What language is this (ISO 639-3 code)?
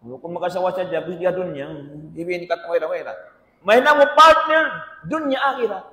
tsg